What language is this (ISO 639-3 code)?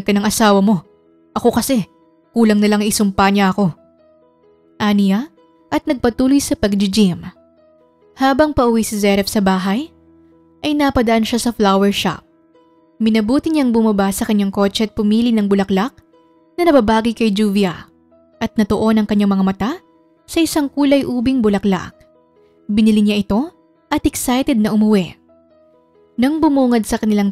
fil